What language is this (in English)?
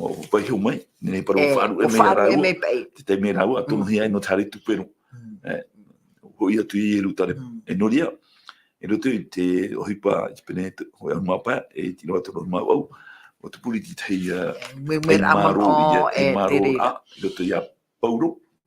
Tahitian